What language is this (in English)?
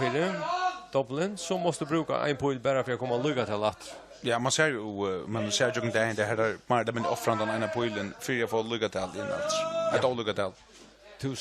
Faroese